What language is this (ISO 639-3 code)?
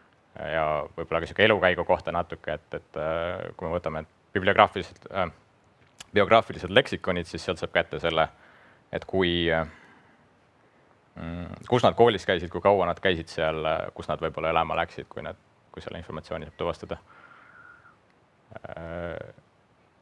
est